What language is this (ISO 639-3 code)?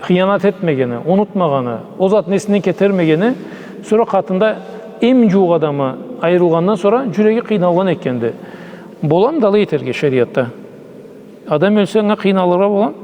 krc